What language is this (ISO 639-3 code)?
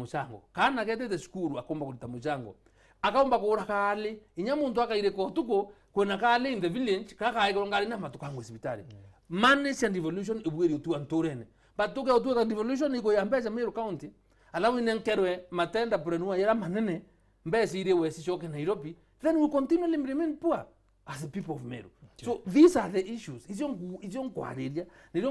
mer